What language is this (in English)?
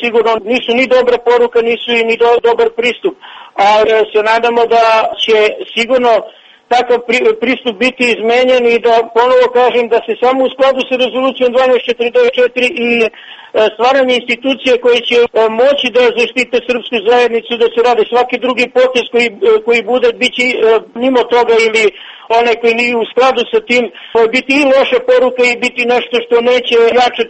Serbian